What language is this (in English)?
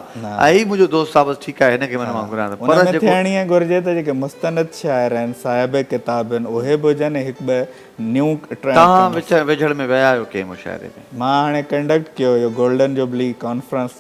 Sindhi